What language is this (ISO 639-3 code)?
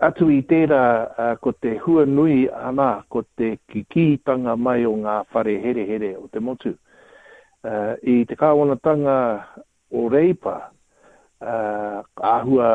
mri